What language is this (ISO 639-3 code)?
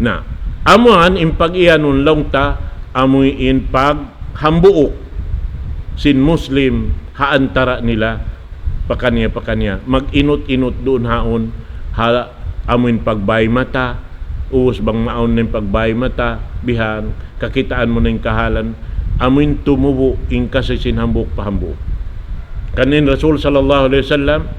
tsg